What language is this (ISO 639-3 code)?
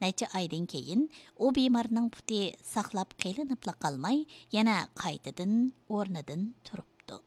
uig